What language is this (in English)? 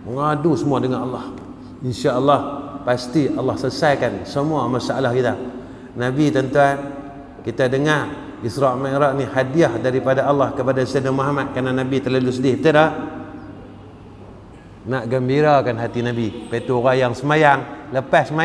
Malay